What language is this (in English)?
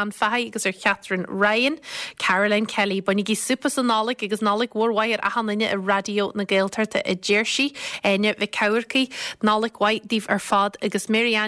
Irish